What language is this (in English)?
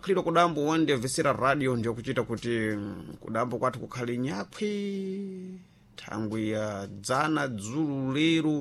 Sena